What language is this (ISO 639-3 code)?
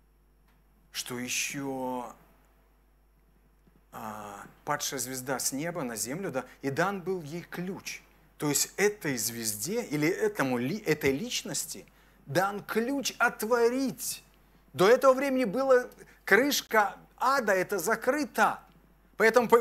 rus